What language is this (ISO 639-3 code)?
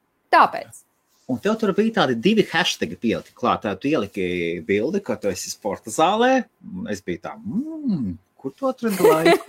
lav